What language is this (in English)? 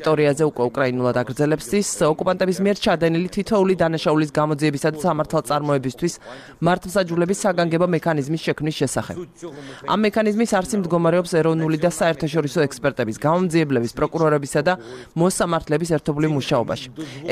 Georgian